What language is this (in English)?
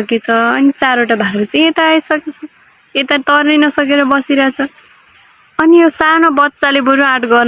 Nepali